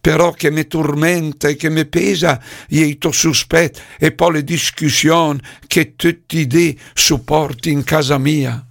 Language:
Lombard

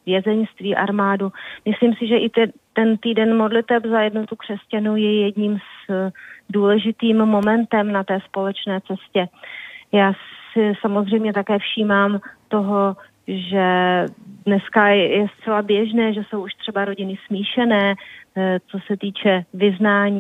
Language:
Czech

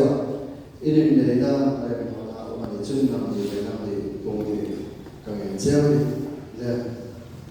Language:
Hmar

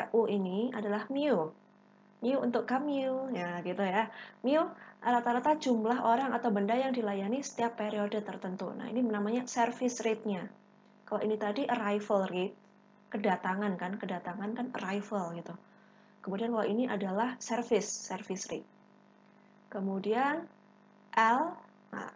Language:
Indonesian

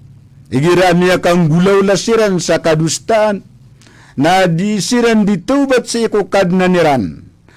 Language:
Maranao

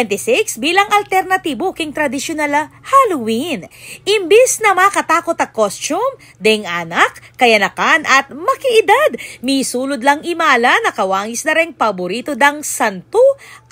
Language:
Pampanga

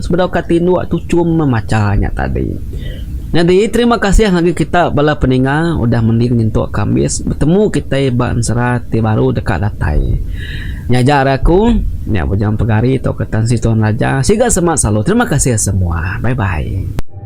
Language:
Iban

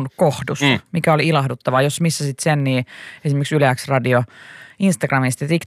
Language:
Finnish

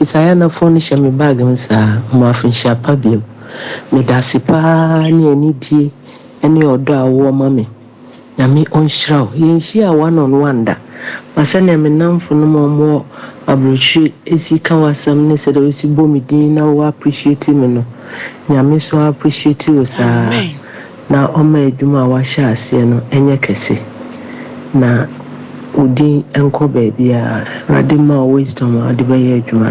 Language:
Akan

